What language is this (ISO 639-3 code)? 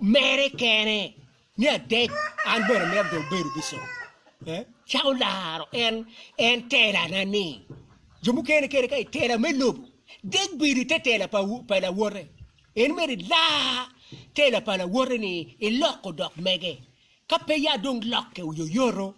ach